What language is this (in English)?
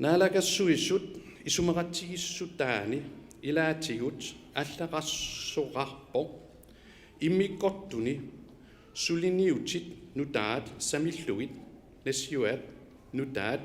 Kalaallisut